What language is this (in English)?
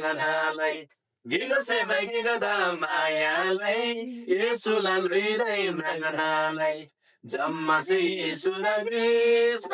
Eastern Tamang